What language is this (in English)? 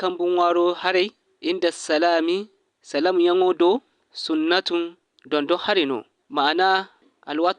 Zarma